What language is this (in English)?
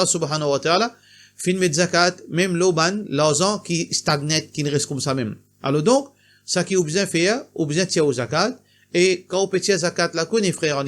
Morisyen